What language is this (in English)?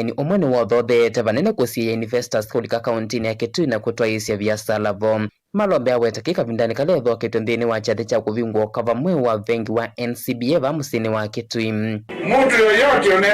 Kamba